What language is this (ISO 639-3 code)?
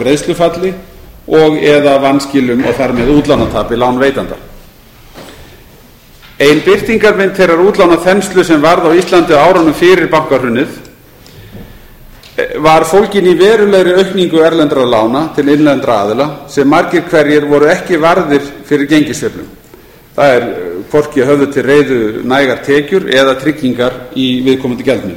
isl